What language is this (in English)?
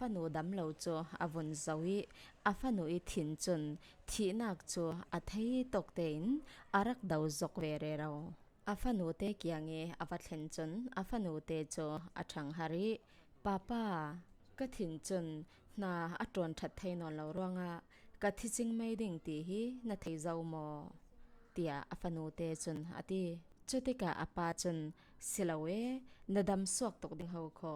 Falam Chin